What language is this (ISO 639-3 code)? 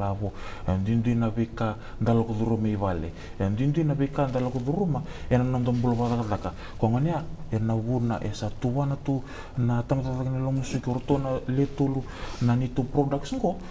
fij